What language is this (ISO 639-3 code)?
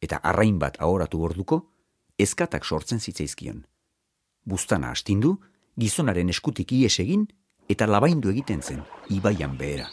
eus